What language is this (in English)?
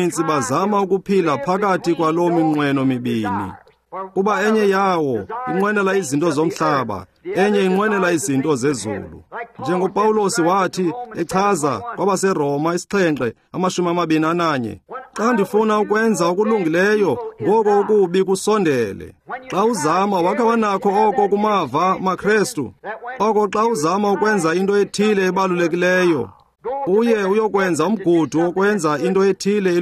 Xhosa